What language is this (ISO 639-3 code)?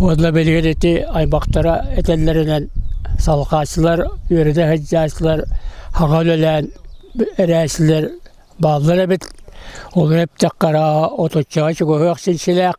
sah